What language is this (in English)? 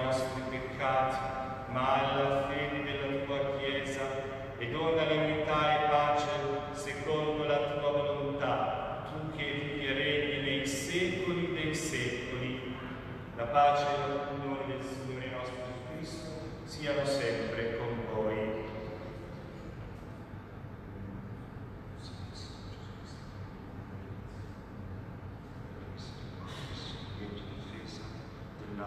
Italian